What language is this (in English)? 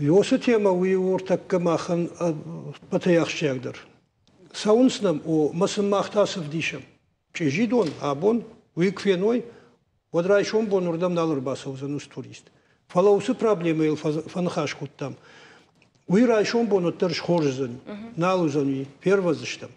Ossetic